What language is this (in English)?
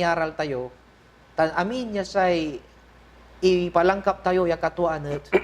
Pangasinan